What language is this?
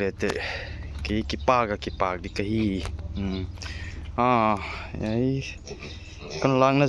Paite Chin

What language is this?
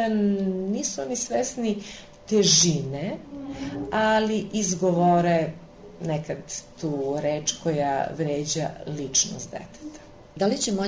Serbian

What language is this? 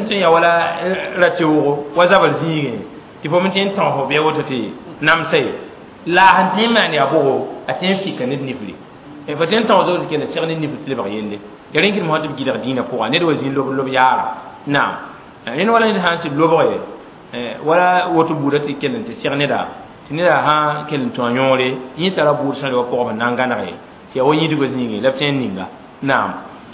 Mossi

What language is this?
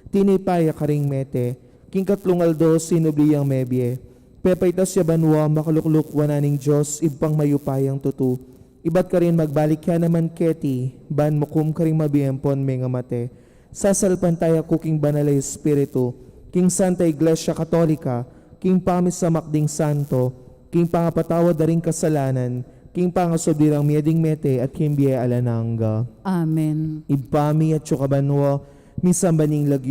Pampanga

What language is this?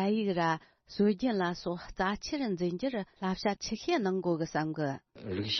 Tibetan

